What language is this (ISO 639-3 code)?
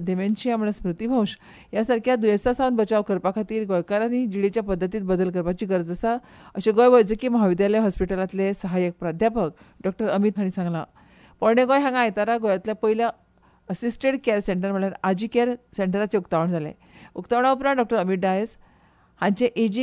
kok